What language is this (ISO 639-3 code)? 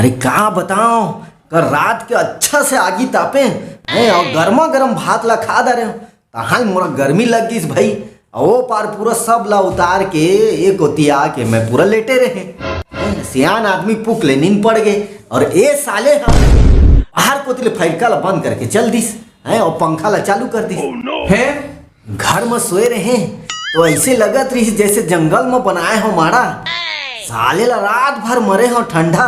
hne